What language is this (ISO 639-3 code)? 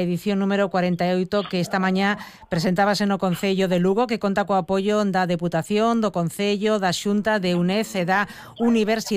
glg